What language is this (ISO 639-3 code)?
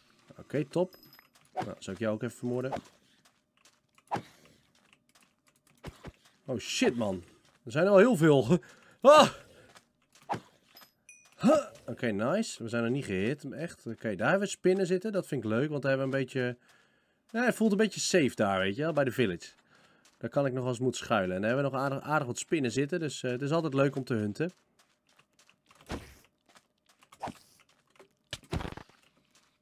nld